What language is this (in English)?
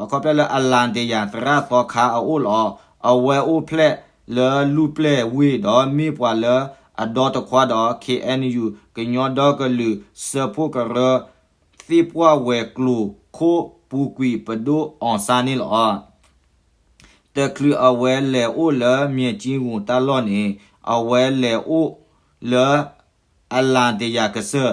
S'gaw Karen